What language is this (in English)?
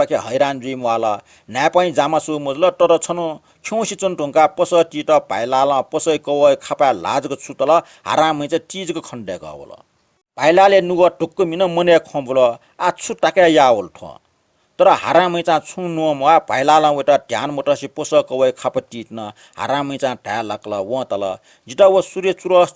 Newari